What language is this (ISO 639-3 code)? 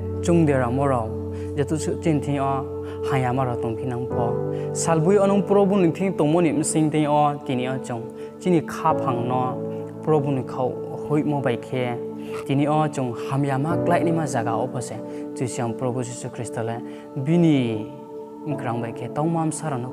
ria